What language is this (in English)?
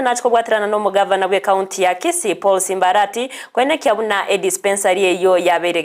Gusii